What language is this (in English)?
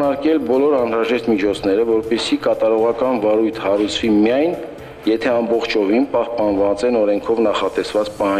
Armenian